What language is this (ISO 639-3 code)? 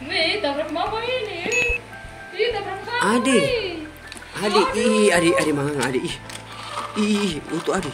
abs